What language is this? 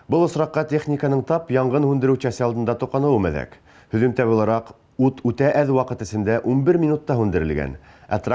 Bashkir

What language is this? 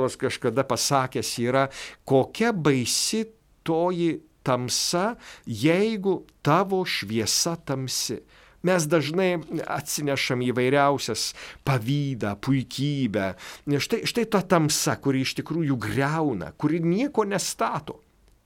Lithuanian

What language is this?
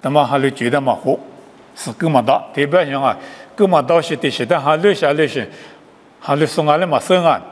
Lisu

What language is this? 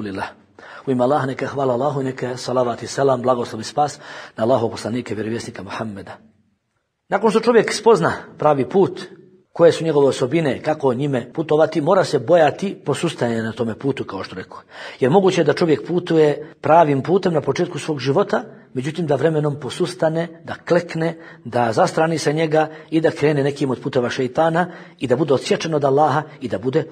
Bosnian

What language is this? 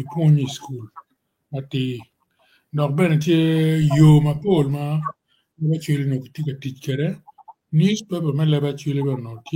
Acoli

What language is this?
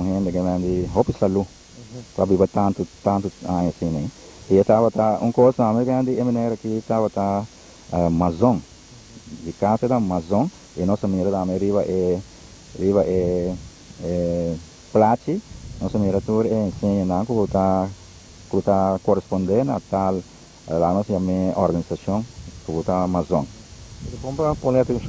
Papiamento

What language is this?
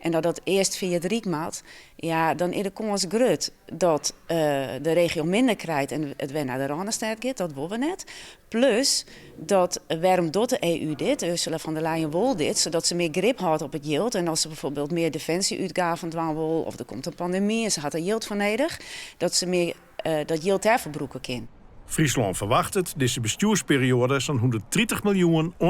Western Frisian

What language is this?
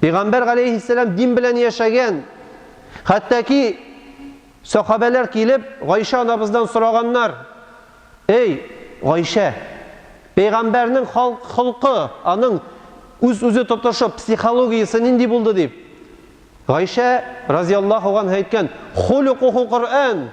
Tatar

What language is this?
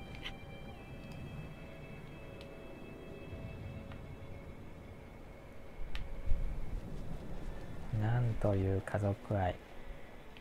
Japanese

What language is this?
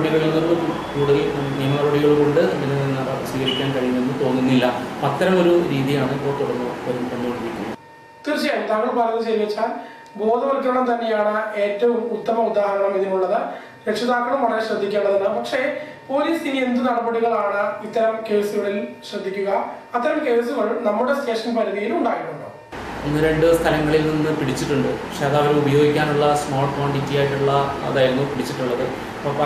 Malayalam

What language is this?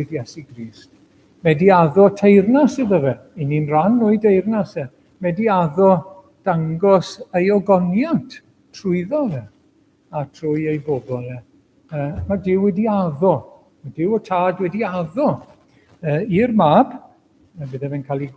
Welsh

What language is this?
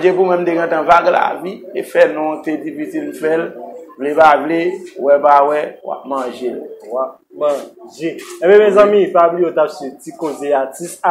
Haitian Creole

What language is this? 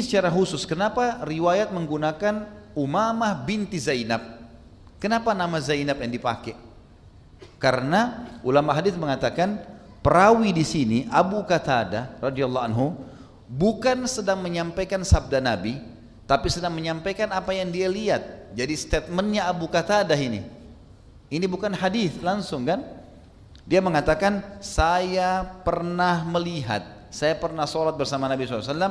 Indonesian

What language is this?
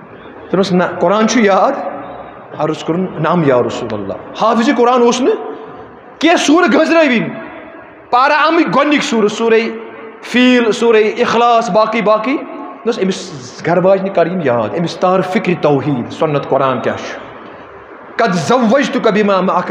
Kashmiri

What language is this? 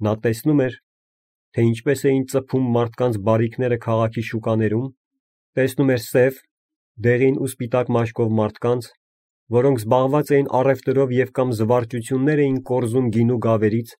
Armenian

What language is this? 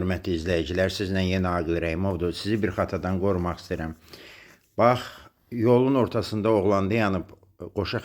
Azerbaijani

